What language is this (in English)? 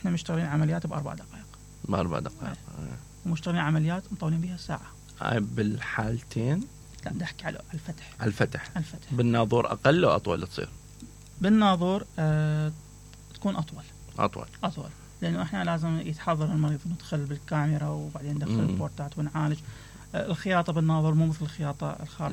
Mesopotamian Arabic